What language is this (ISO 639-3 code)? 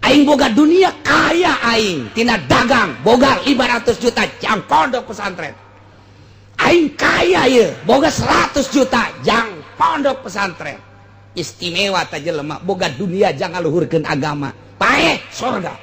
sun